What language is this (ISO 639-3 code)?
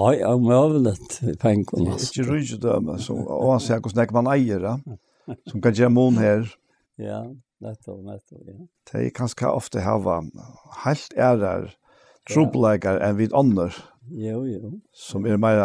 fao